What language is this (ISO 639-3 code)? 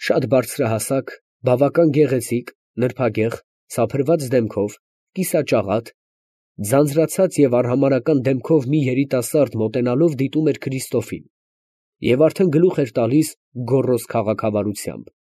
hye